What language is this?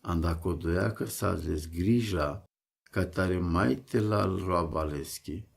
Romany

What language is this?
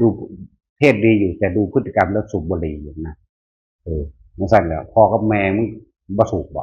Northeastern Thai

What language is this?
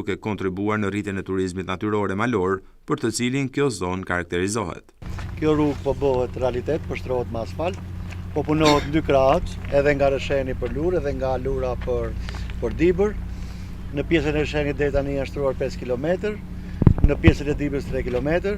Albanian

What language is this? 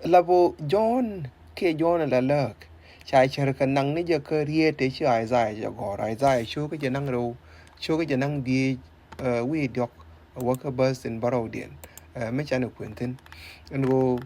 Nuer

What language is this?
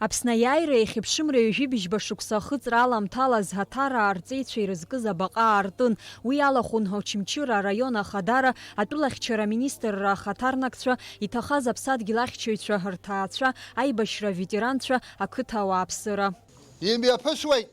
Abkhazian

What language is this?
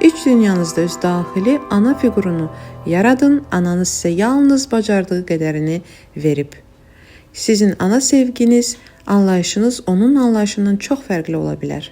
Azerbaijani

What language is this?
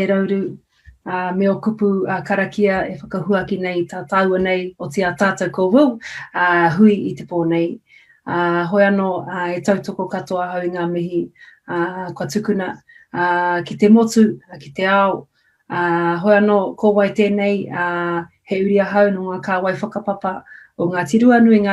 Māori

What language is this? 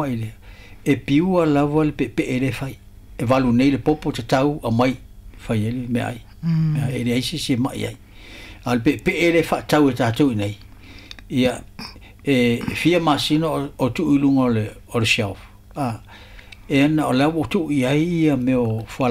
Samoan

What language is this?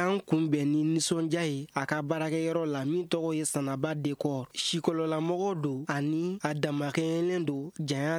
Bambara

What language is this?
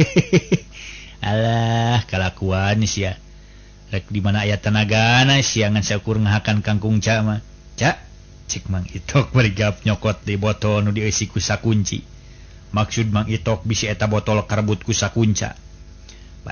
Sundanese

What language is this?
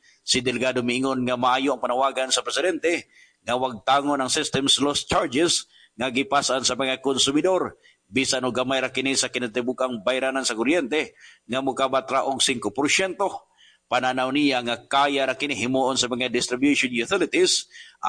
Cebuano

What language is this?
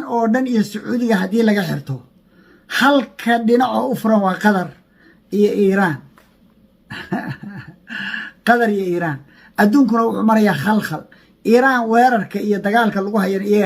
Somali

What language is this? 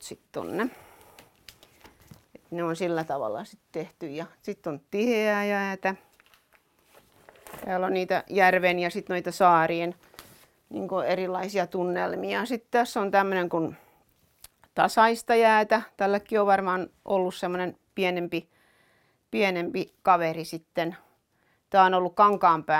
Finnish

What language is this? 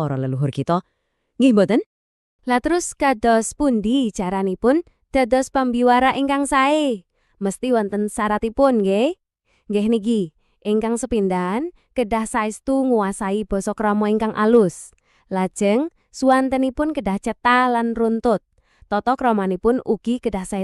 Javanese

